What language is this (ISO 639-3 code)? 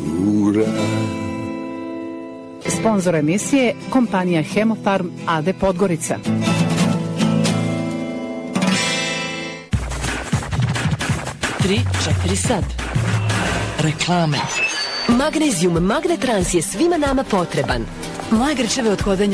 bos